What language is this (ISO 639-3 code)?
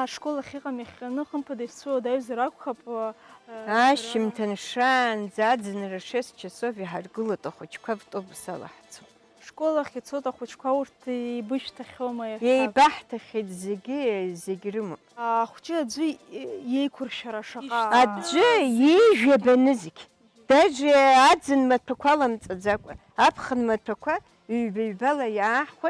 abk